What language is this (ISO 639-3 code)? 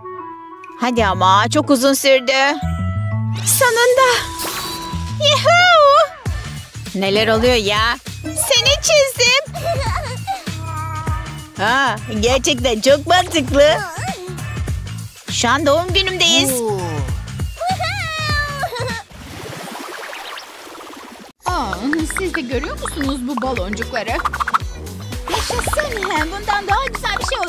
tur